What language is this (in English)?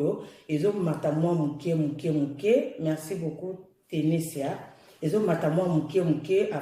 Lingala